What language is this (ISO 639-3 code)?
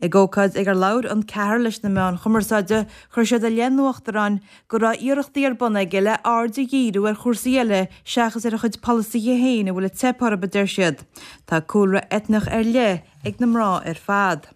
gle